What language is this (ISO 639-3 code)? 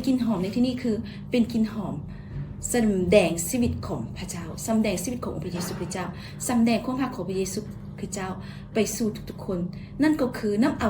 lao